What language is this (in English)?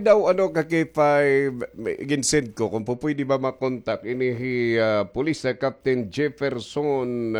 Waray